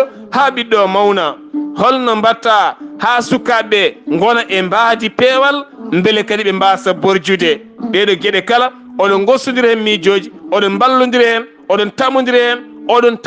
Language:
Fula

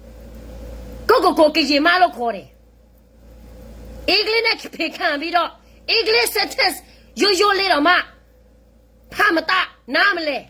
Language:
S'gaw Karen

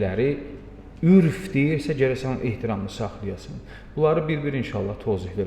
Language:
Azerbaijani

